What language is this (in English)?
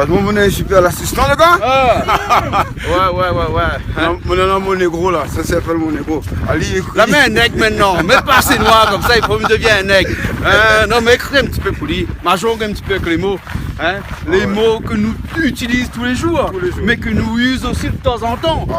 Réunion Creole French